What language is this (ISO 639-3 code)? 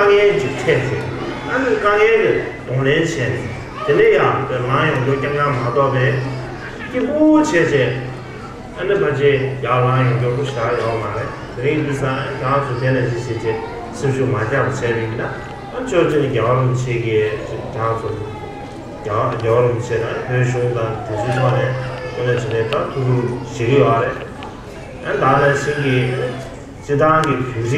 bod